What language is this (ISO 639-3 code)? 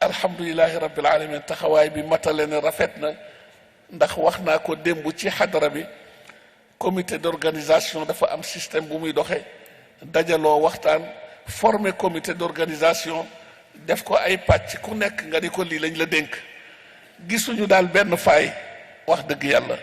wol